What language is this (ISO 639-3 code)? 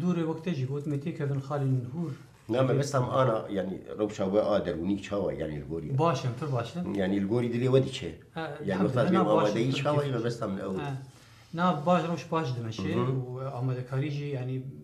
kur